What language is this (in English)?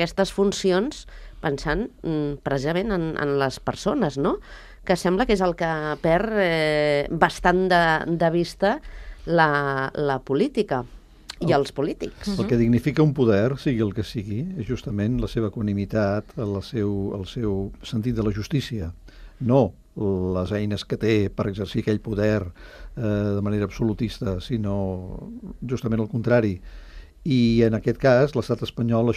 Catalan